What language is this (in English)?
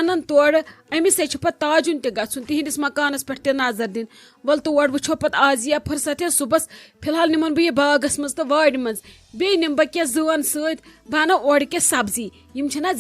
Kashmiri